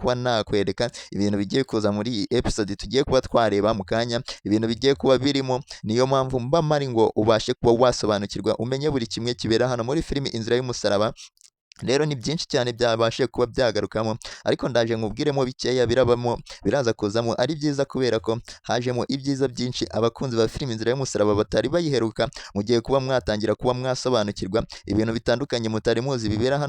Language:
Kinyarwanda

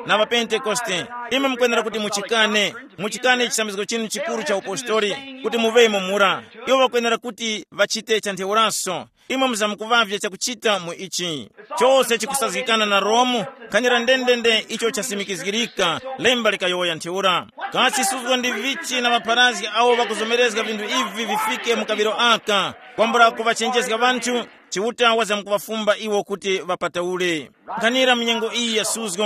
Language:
Tumbuka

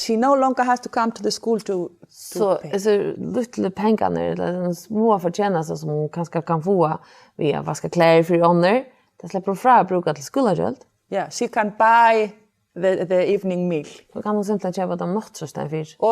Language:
Faroese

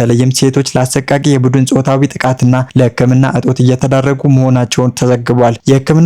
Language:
Amharic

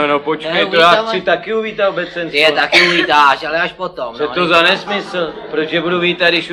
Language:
Czech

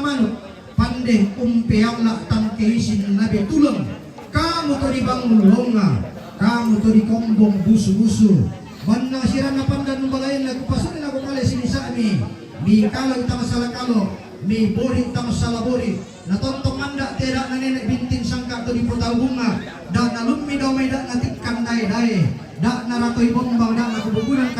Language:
Toraja-Sa'dan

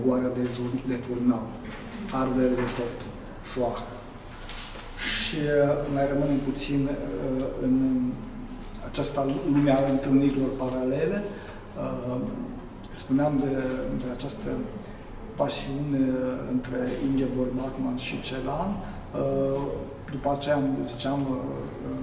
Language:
Romanian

